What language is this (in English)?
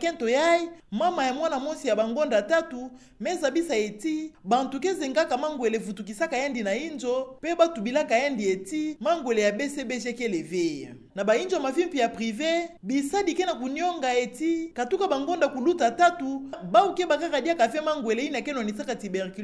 Kituba (Democratic Republic of Congo)